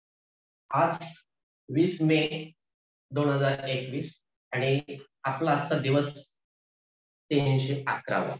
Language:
Marathi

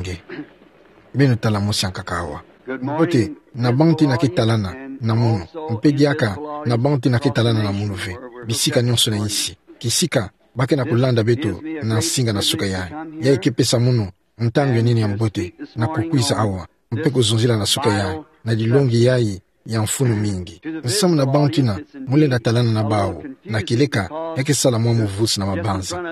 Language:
Kituba (Democratic Republic of Congo)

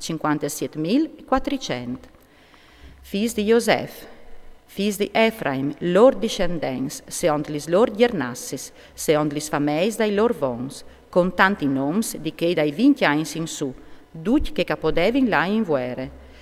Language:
Friulian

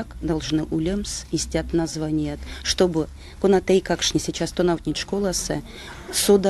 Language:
Erzya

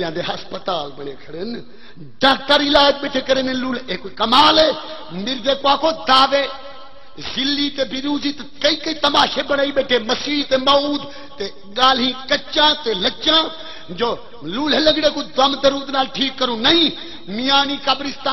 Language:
Saraiki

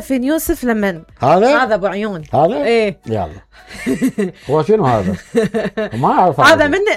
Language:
Mesopotamian Arabic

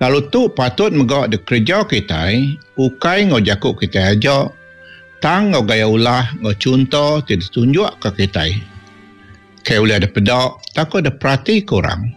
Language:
Iban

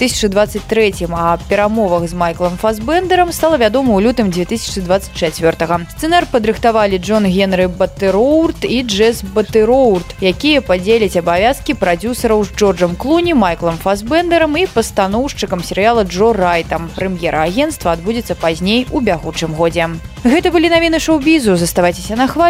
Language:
Belarusian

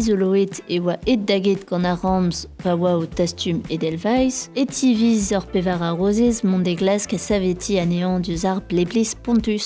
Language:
Breton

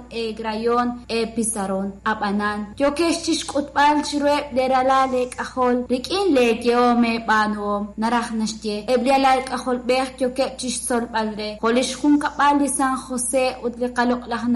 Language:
Kekchí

